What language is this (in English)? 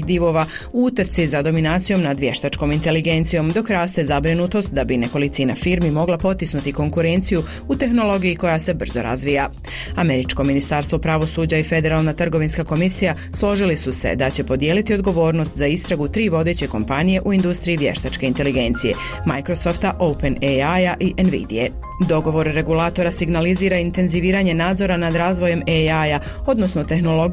Bosnian